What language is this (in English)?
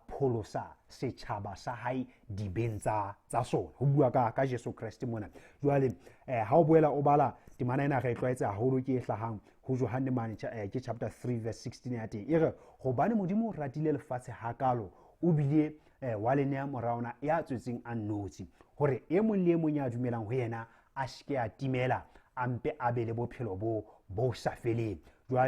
Southern Sotho